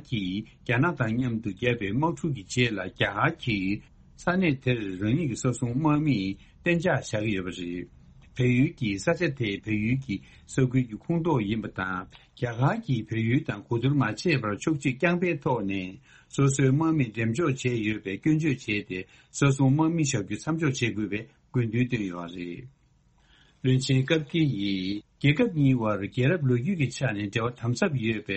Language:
Tibetan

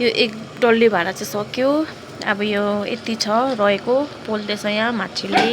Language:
Nepali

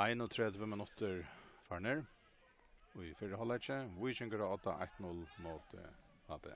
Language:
Faroese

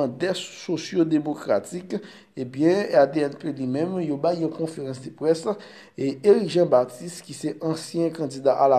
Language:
Haitian Creole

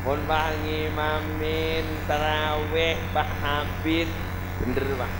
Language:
Madurese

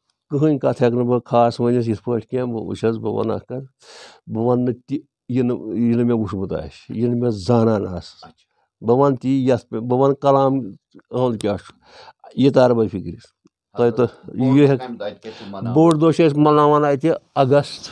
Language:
Kashmiri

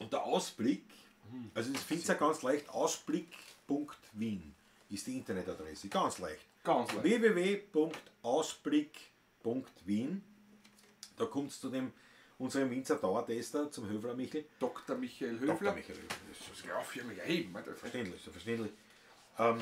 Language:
Bavarian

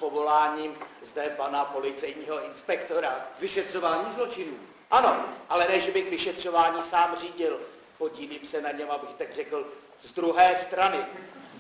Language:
Czech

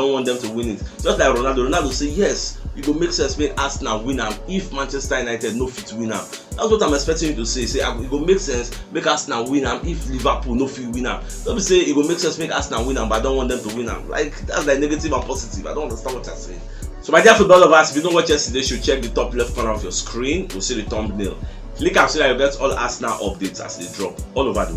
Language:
Nigerian Pidgin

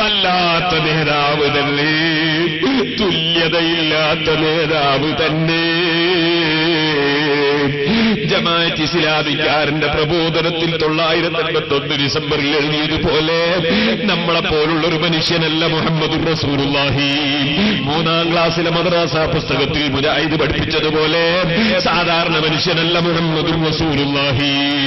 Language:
Malayalam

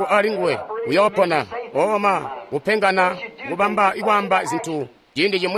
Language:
Tonga (Zambia)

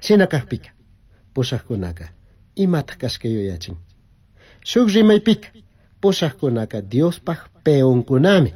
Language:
Chimborazo Highland Quichua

